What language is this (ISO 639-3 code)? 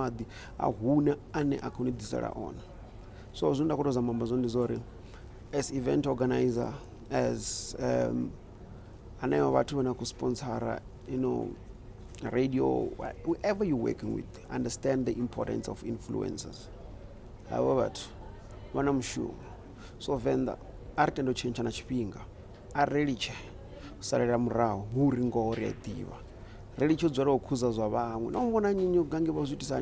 ven